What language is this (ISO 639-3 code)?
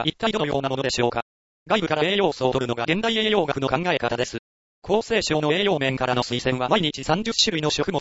jpn